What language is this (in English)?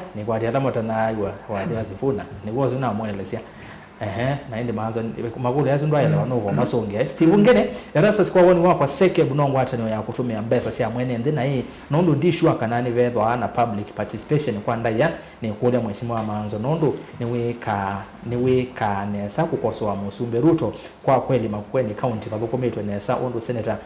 Kamba